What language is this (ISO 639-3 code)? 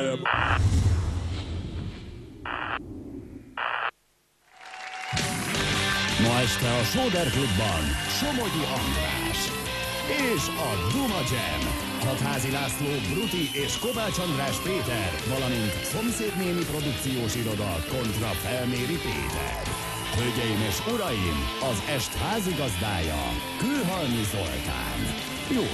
hun